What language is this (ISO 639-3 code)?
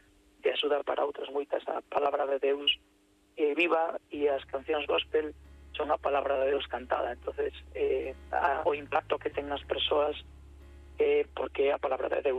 glg